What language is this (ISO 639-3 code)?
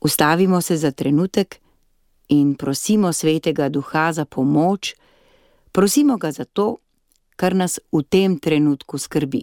slv